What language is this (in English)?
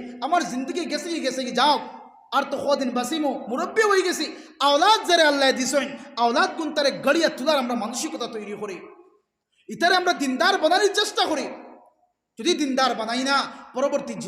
Sylheti